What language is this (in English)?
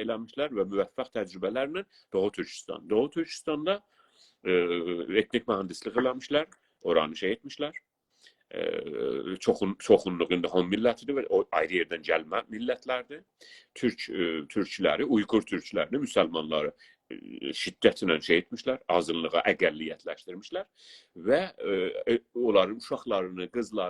South Azerbaijani